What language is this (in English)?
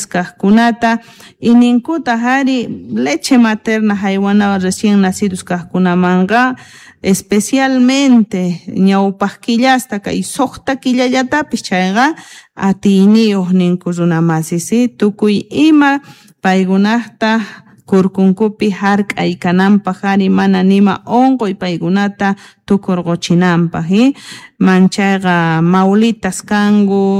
Quechua